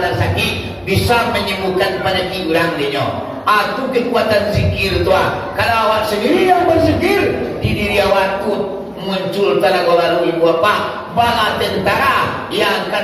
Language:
Minangkabau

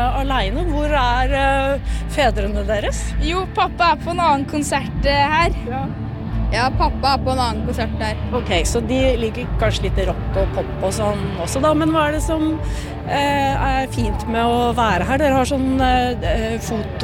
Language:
Norwegian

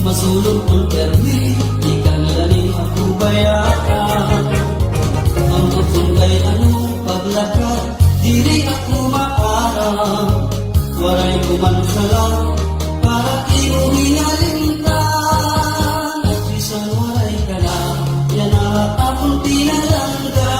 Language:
Waray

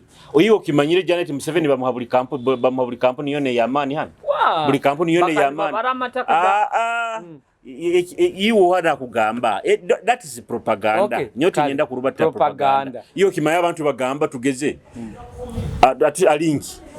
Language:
Nyoro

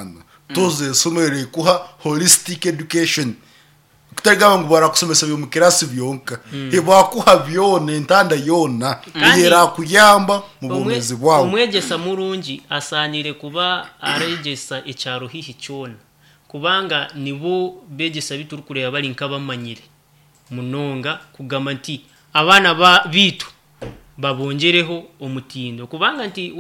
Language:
Nyankole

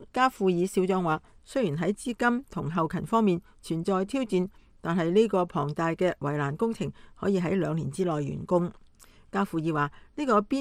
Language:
Cantonese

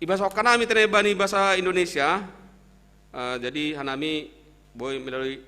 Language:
Batak Simalungun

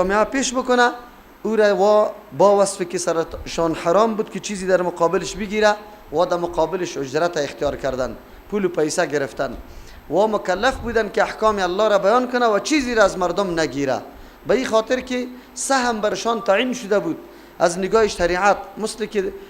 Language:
Persian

